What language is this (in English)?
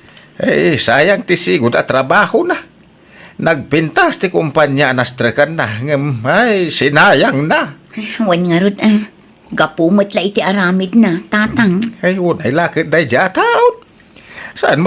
Iloko